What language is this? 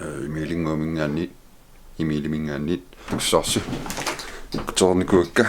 Kalaallisut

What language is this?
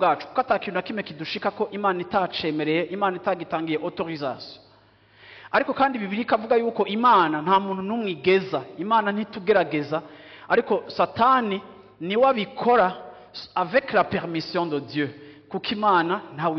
Rundi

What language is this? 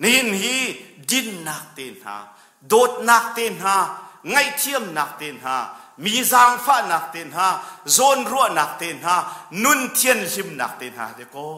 Hakha Chin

